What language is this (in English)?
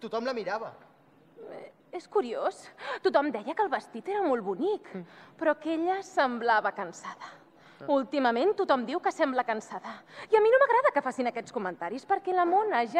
Catalan